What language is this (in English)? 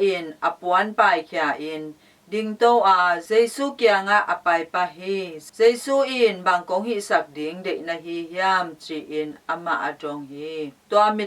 Tedim Chin